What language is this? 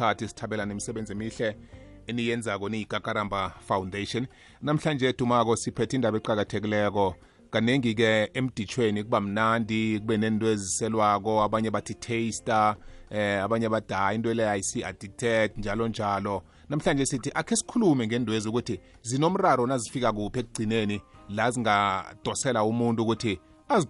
South Ndebele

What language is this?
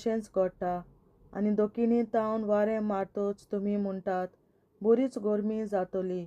Konkani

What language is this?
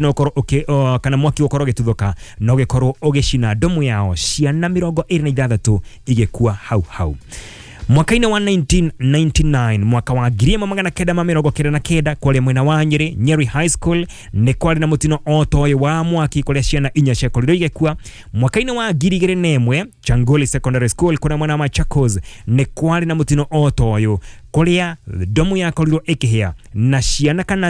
Kikuyu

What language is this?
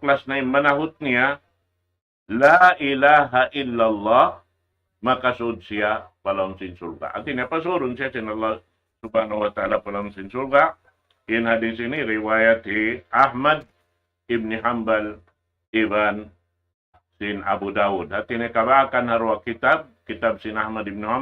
Tausug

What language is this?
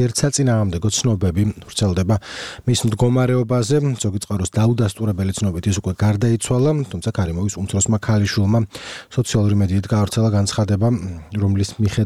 Georgian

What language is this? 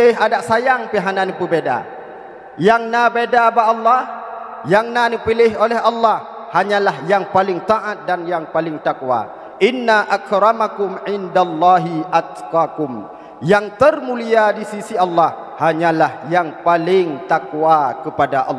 Achinese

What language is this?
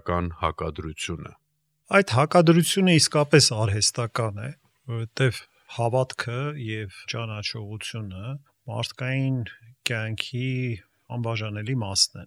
Armenian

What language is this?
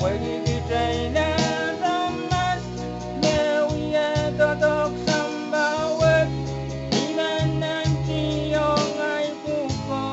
Pohnpeian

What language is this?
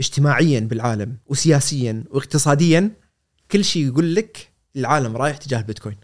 Gulf Arabic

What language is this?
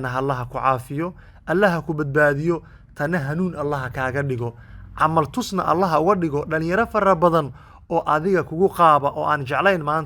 Somali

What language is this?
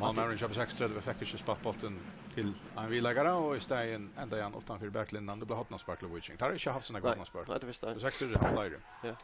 Faroese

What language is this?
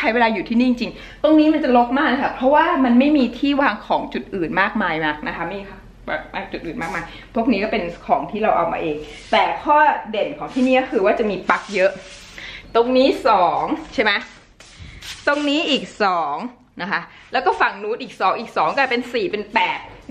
Thai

